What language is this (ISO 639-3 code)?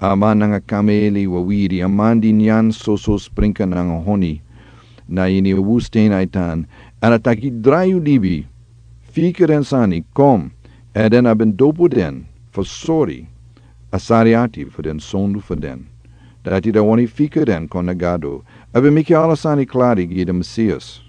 srn